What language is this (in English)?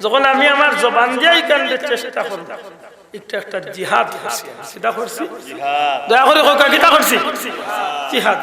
Sylheti